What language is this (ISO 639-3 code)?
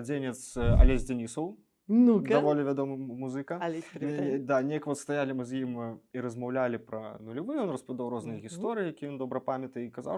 bel